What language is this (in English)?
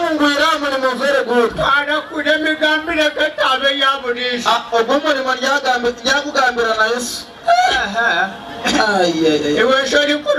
Nyankole